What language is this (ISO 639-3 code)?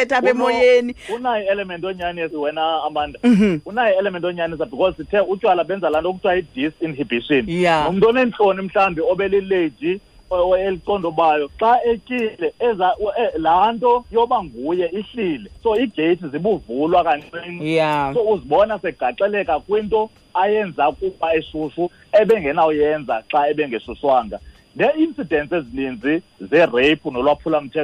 xho